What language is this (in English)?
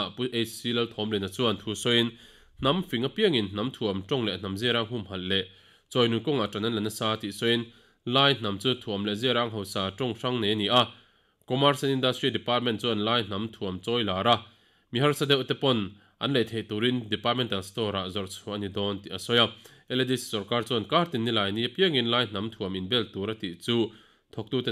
Mizo